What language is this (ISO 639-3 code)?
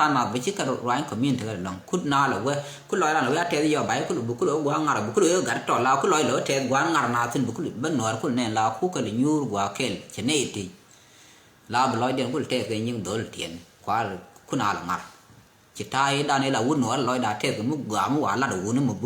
nus